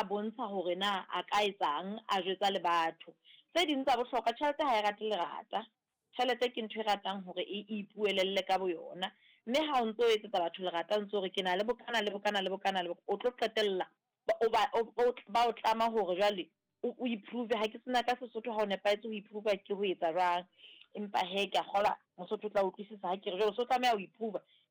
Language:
Southern Sotho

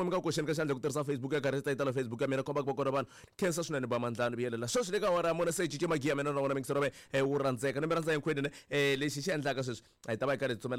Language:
Tsonga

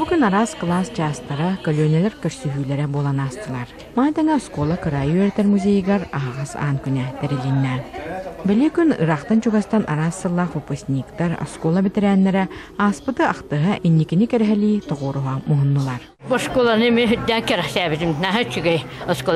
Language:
Yakut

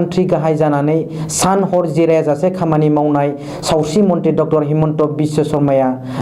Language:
Bodo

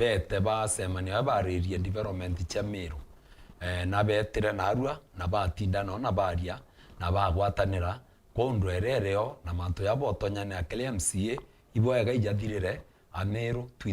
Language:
Meru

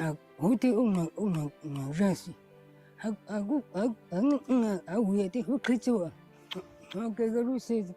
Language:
Guarani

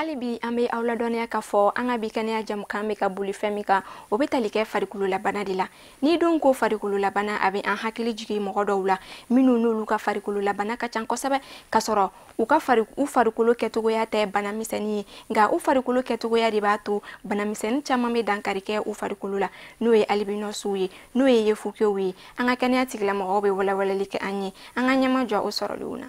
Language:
Bambara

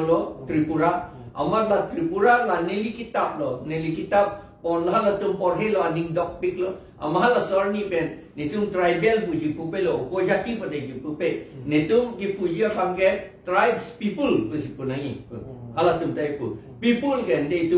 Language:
Karbi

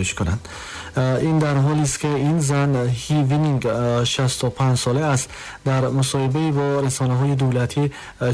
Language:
Tajik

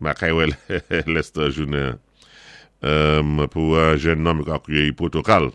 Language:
Saint Lucian Creole French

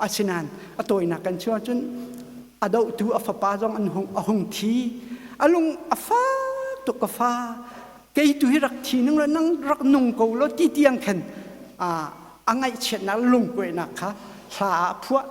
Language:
Hakha Chin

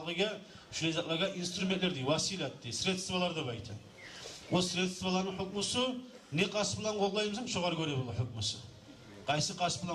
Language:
Kumyk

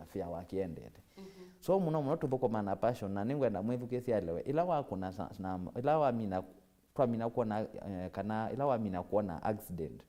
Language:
Kamba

